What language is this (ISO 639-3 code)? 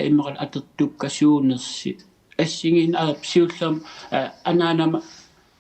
kal